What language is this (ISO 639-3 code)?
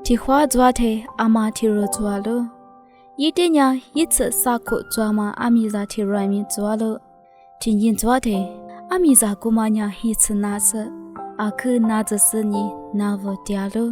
lis